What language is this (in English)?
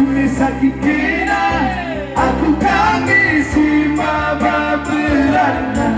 Batak Karo